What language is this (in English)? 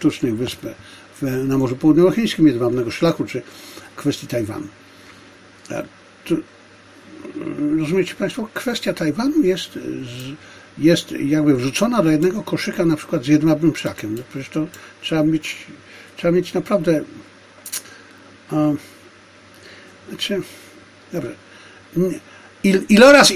Polish